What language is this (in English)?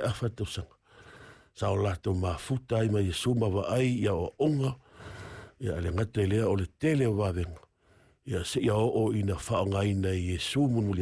Samoan